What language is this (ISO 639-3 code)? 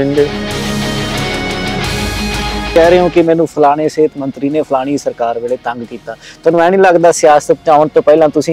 pan